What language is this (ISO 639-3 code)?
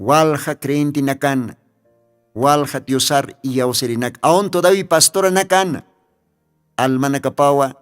aym